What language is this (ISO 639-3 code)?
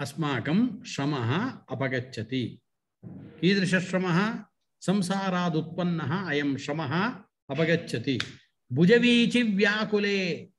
san